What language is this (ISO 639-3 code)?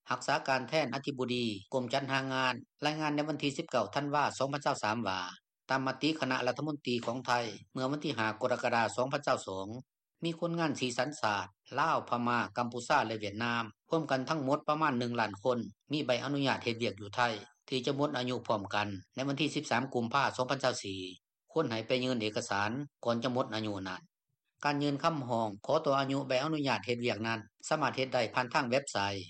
lao